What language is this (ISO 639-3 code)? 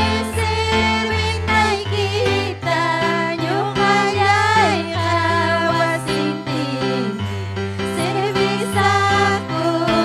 quy